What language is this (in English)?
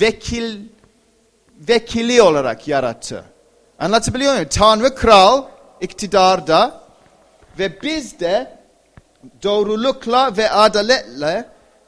Turkish